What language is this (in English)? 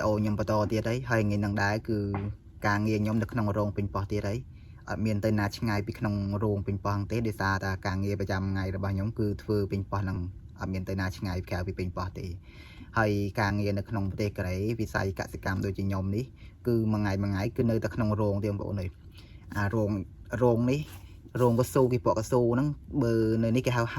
Khmer